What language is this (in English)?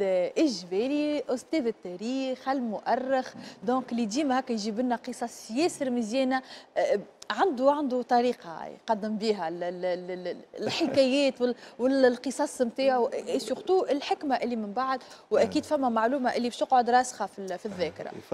Tunisian Arabic